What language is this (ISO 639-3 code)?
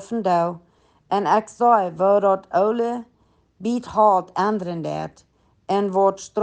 pdt